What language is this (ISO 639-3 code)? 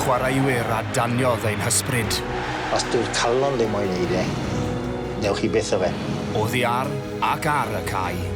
cym